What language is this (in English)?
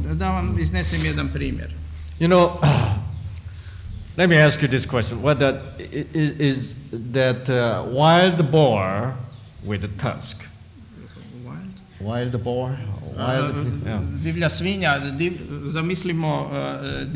Croatian